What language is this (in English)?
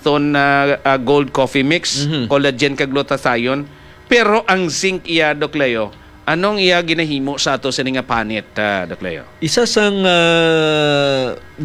Hiligaynon